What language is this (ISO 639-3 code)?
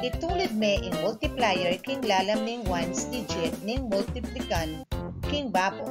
pam